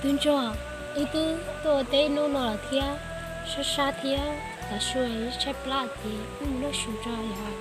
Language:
Hmong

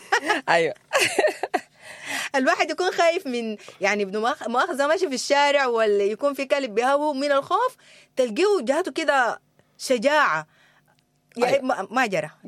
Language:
Sudanese Arabic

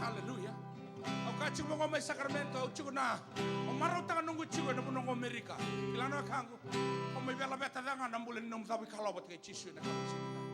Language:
Fijian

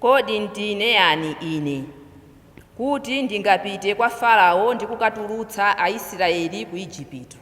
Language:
Nyanja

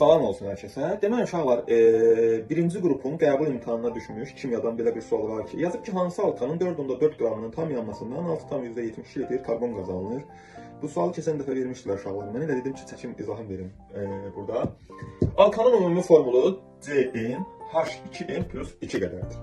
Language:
Azerbaijani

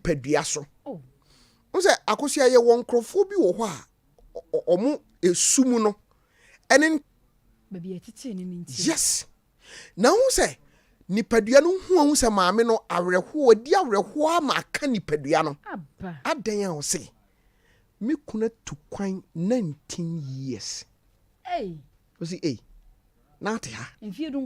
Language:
Akan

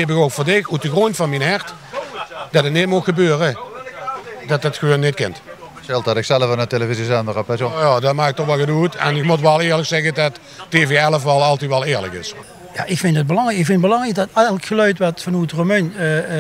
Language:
Limburgish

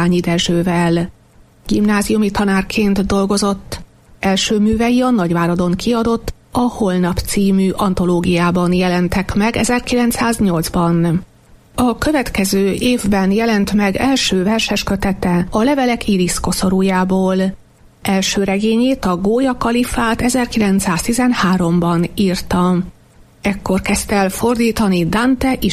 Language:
Hungarian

